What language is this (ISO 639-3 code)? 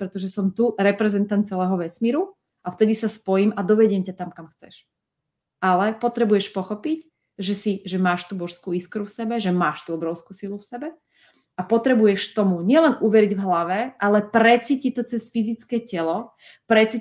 slk